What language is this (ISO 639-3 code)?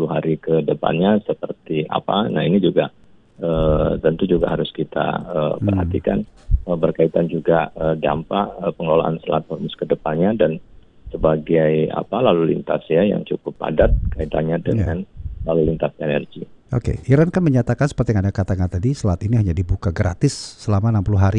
ind